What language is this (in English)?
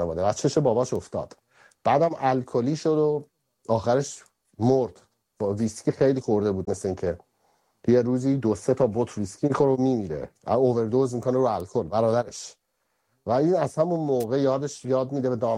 Persian